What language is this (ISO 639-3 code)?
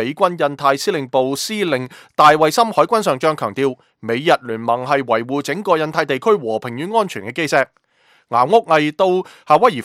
yue